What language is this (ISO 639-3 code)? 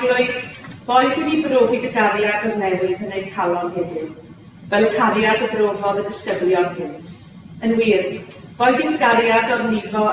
cym